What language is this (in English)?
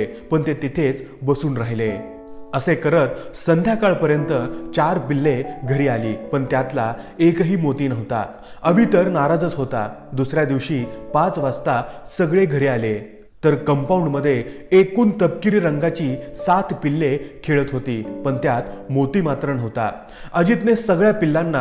Marathi